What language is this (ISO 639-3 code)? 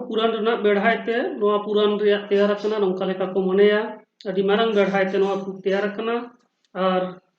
sat